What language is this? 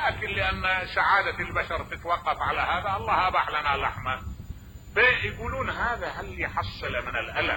Mesopotamian Arabic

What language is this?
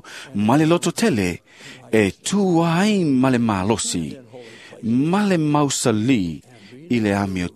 Samoan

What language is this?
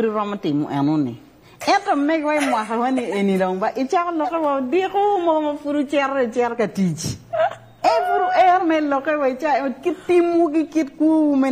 Lango (Uganda)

